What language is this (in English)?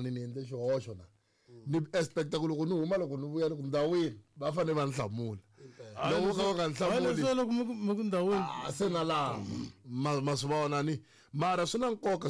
Tsonga